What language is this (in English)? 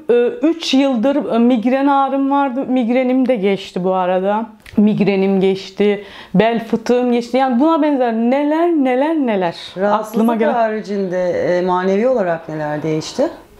Turkish